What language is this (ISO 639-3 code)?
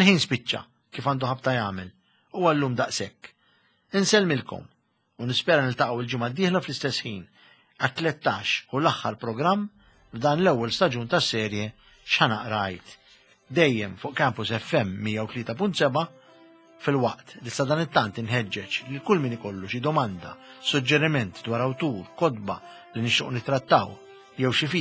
mlt